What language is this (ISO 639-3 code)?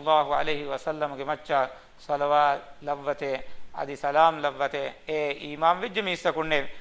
div